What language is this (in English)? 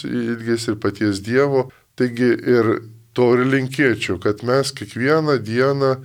Lithuanian